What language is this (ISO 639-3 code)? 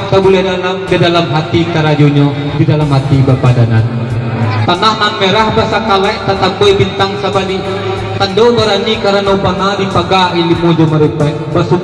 min